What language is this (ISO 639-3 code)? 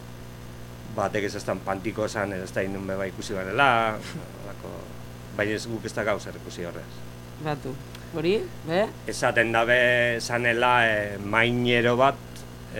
eus